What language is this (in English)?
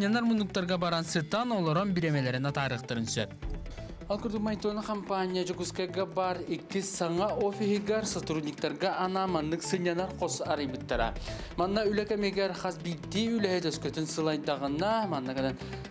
Yakut